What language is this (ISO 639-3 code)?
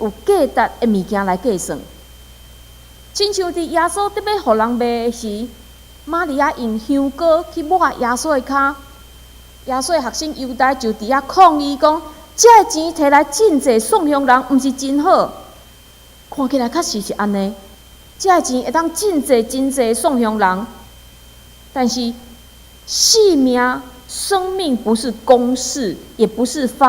nan